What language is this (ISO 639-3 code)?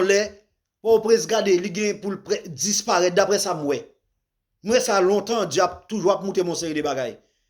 hat